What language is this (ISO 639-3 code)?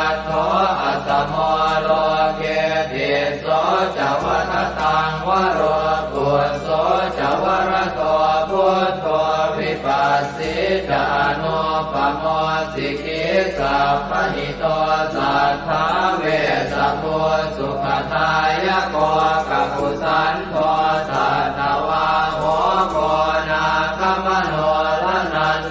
pli